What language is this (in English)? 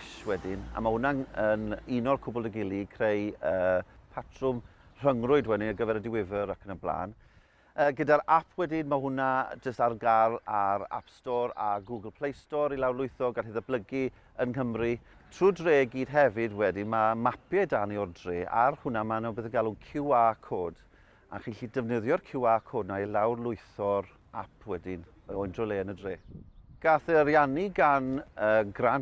Welsh